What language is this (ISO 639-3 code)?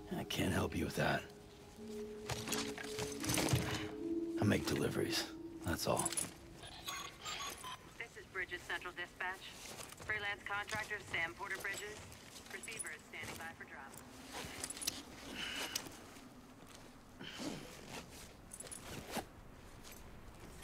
eng